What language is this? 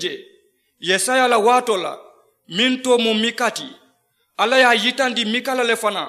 Mandingo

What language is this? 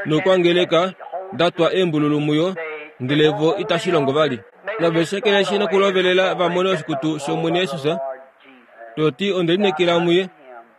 Kuanyama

